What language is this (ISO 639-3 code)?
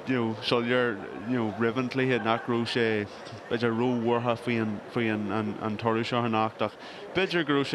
gle